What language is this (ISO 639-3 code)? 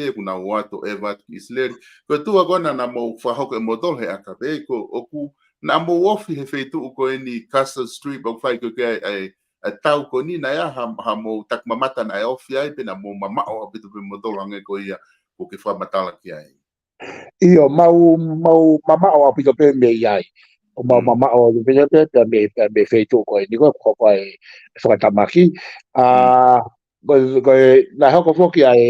ton